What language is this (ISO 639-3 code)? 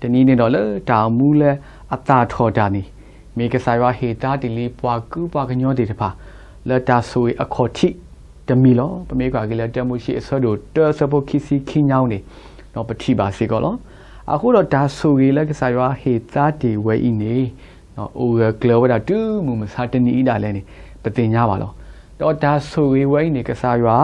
ksw